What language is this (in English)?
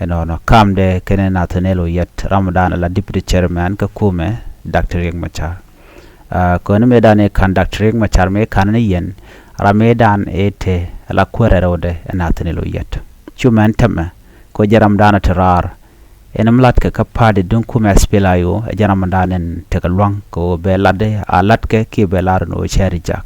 Nuer